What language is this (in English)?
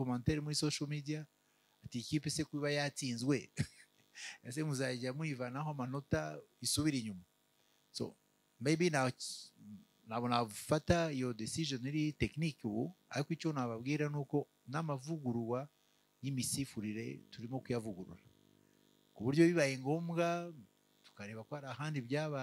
Kinyarwanda